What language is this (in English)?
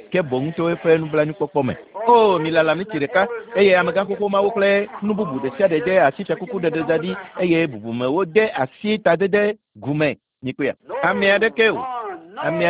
Ewe